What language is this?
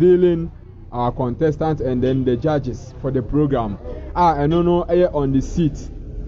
Akan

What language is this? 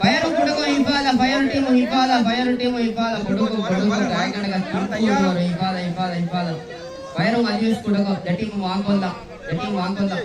Divehi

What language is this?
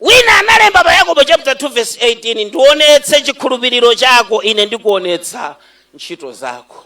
Nyanja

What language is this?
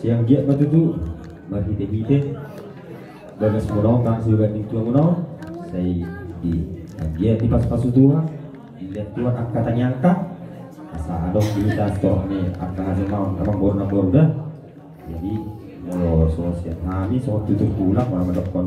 Batak Toba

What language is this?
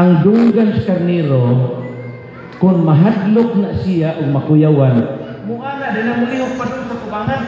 Cebuano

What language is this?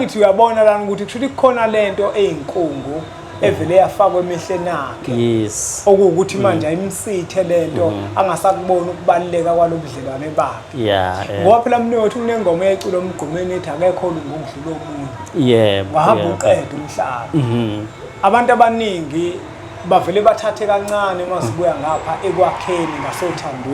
Zulu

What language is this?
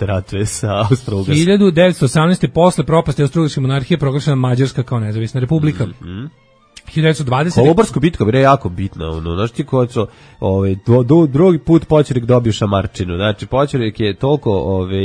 Serbian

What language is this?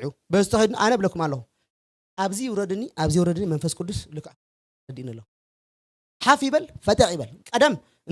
Tigrinya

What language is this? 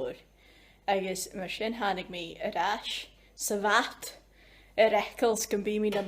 Scottish Gaelic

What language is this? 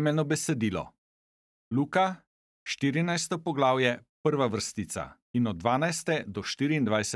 Slovenian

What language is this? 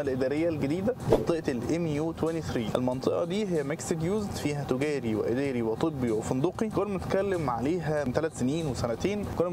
Egyptian Arabic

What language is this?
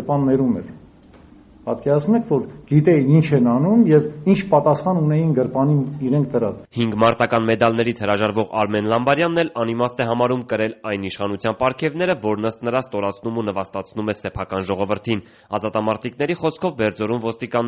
Armenian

